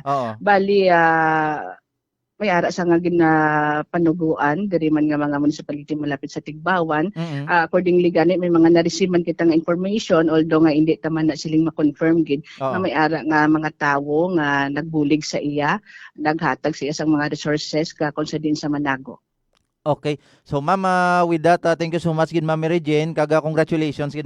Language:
Hiligaynon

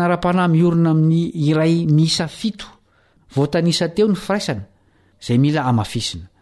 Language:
Malagasy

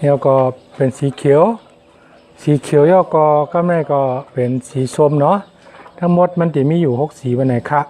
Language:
Shan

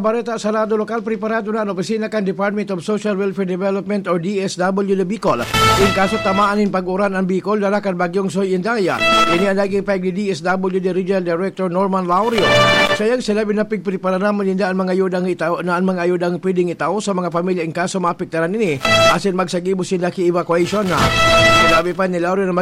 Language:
Bikol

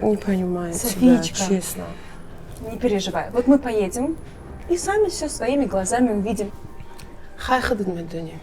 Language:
Tajik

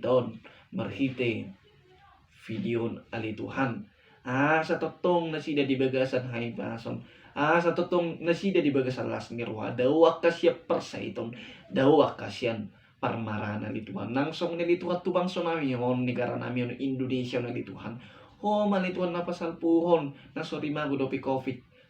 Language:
Batak Toba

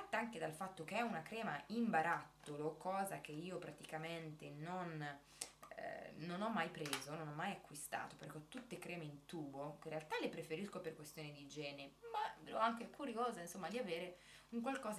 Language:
Italian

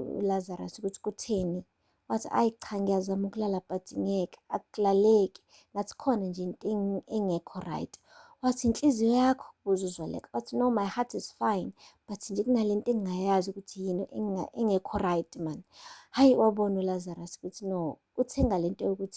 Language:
Zulu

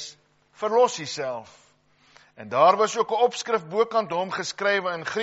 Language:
Afrikaans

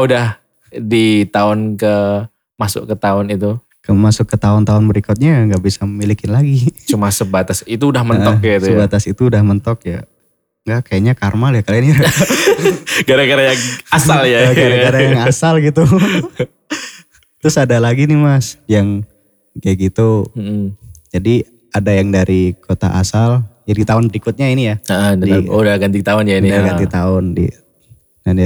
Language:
Indonesian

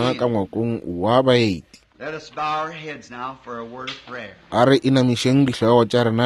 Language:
Northern Sotho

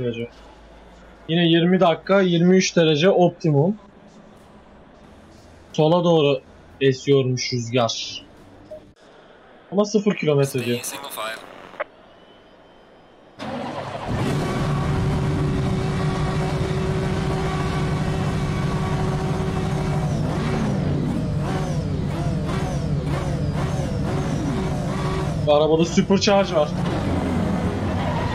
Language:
Turkish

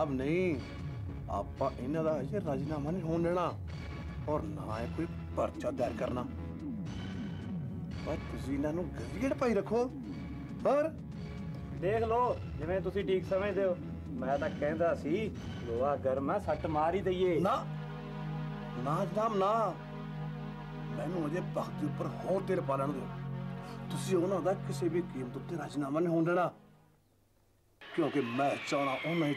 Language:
Punjabi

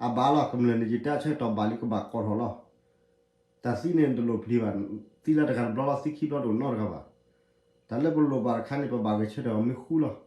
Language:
S'gaw Karen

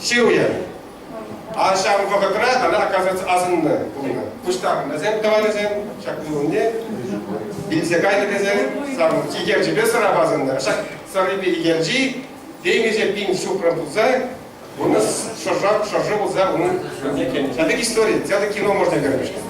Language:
Chuvash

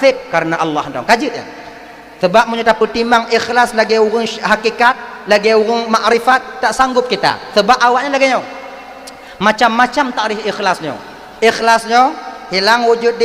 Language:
Achinese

